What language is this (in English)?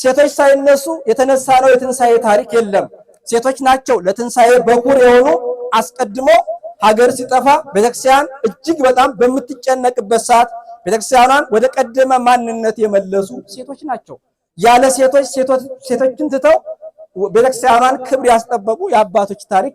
Amharic